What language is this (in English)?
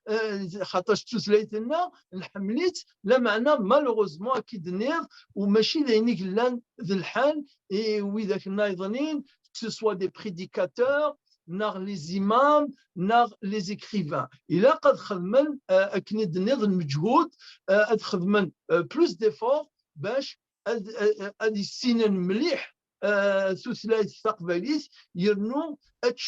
Kabyle